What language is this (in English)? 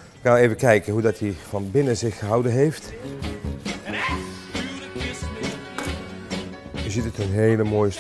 Dutch